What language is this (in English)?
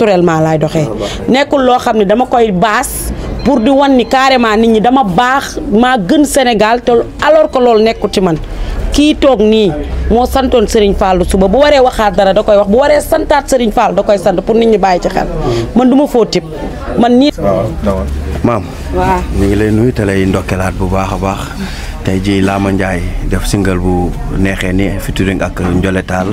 Wolof